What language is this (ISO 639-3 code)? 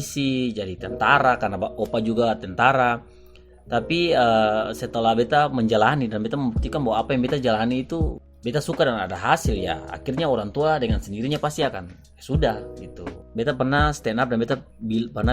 abs